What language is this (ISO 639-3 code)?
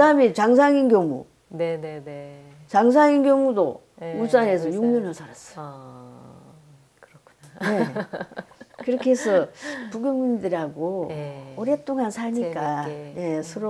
kor